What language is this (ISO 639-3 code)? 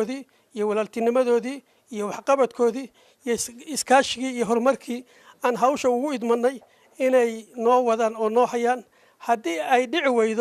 som